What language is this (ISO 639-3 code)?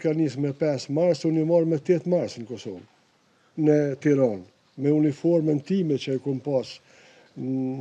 sqi